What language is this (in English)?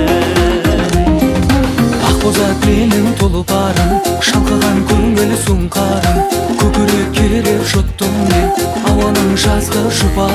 Kazakh